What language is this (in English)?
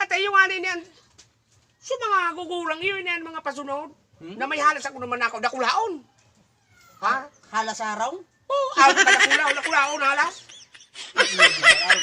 Bikol